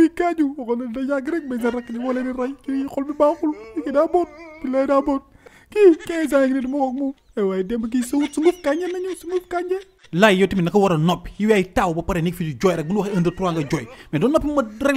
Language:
Wolof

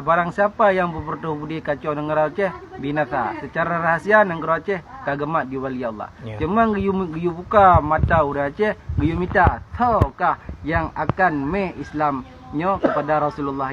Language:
Achinese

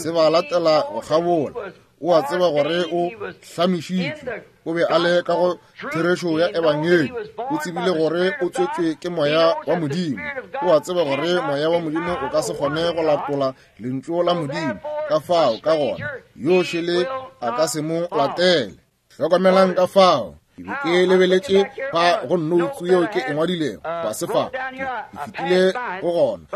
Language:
Northern Sotho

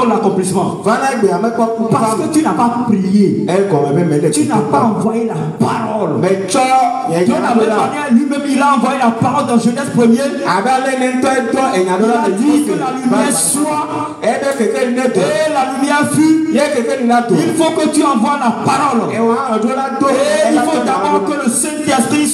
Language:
French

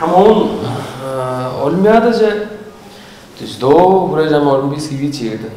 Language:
Tuvinian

